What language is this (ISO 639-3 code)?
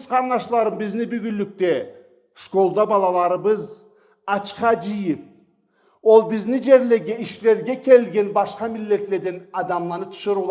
krc